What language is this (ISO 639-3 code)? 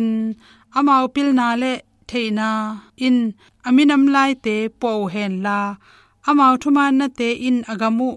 ctd